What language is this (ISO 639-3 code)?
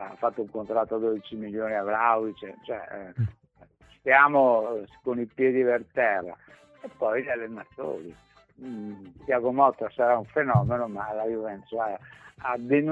ita